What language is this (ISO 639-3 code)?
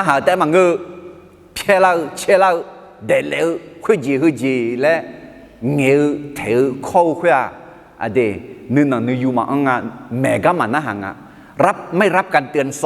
ahk